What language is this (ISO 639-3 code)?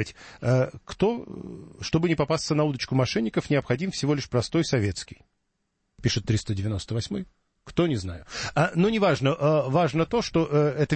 rus